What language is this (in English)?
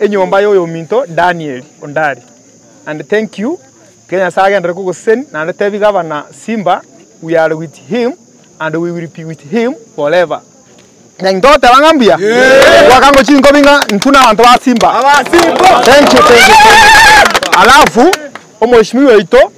Gusii